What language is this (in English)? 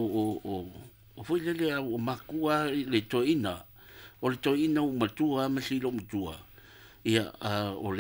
Samoan